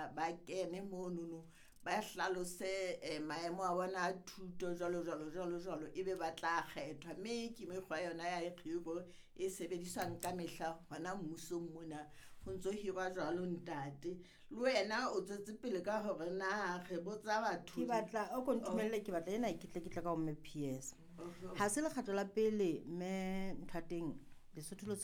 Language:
Southern Sotho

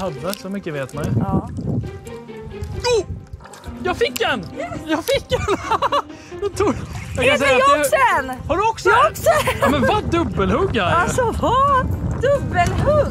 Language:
Swedish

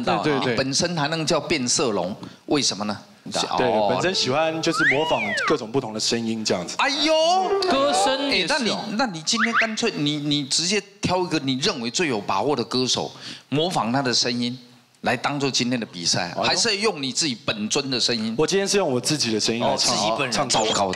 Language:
Chinese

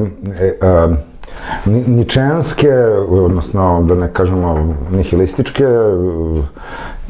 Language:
Serbian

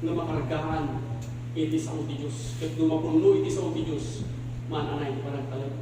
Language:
Iloko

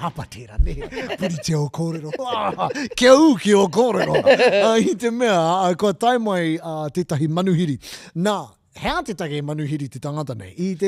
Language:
Māori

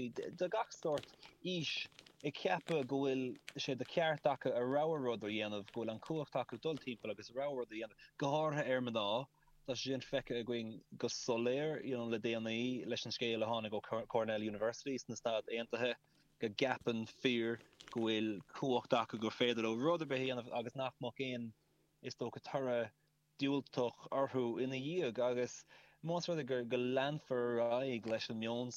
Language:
Irish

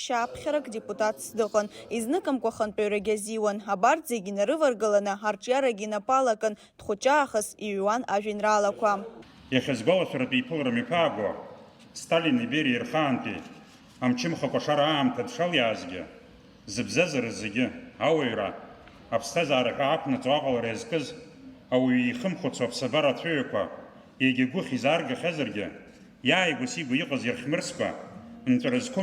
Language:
Abkhazian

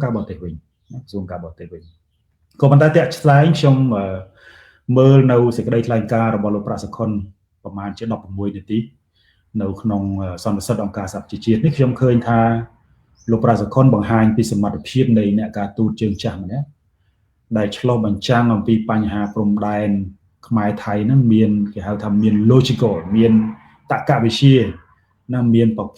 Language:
Khmer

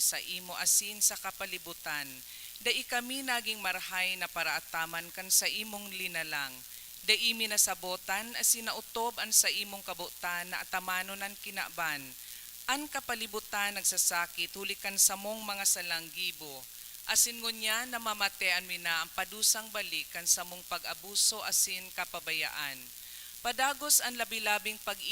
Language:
Bikol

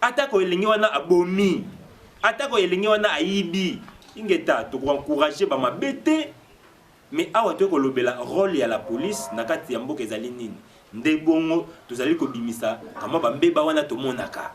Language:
Lingala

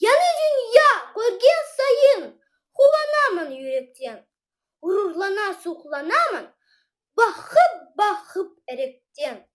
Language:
Crimean Tatar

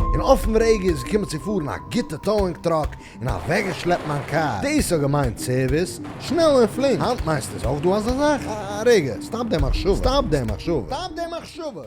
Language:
Yiddish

